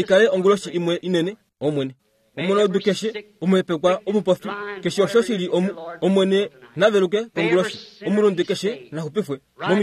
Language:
Kuanyama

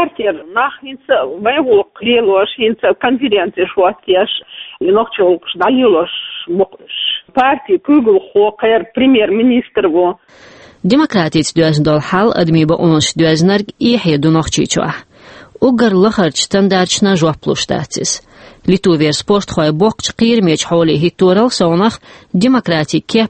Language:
Chechen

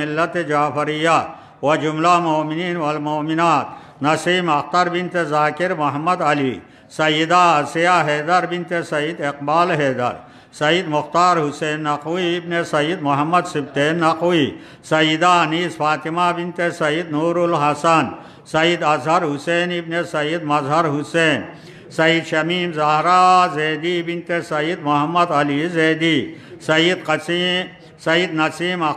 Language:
Urdu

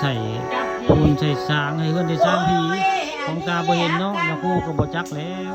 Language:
Northeastern Thai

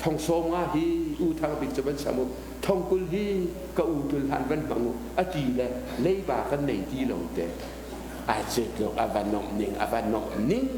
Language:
Hakha Chin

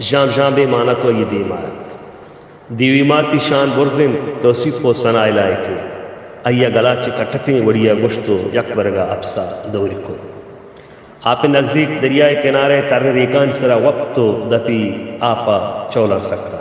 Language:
Baluchi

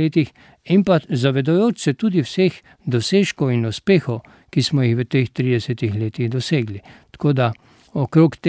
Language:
Slovenian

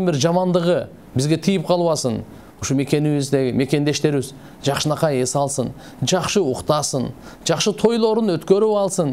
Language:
Kyrgyz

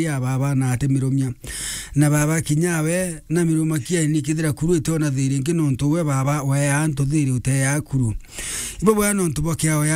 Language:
Meru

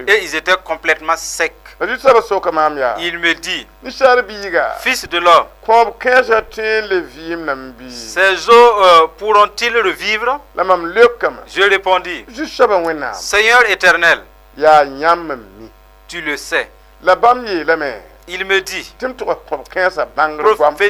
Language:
Mossi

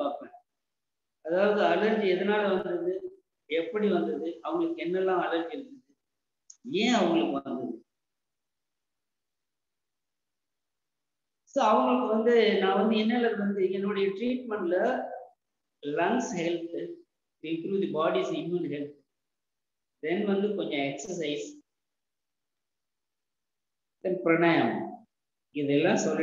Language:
Tamil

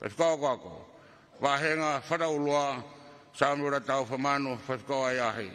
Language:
Tongan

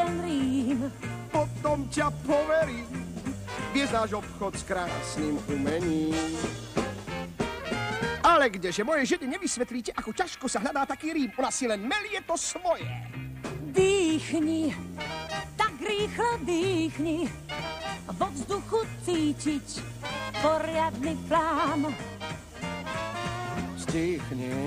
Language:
Slovak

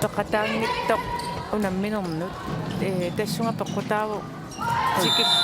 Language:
Kalaallisut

